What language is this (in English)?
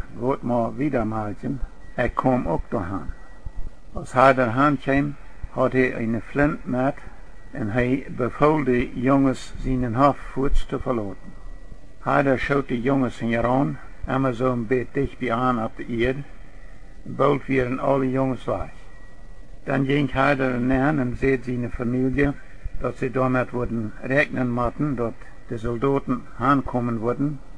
Plautdietsch